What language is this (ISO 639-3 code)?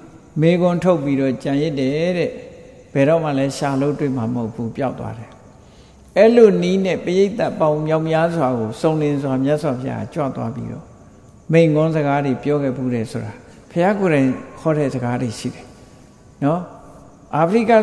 mya